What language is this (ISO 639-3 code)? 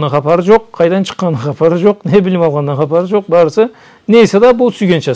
krc